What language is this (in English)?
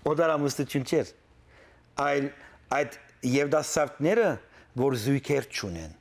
Western Armenian